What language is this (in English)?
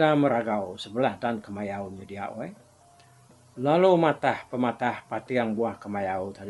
Iban